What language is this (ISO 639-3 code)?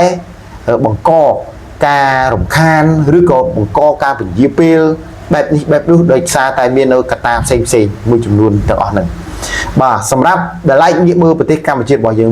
khm